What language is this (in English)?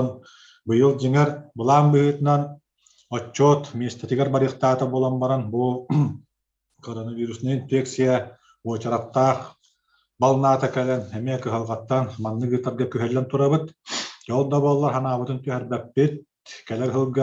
Yakut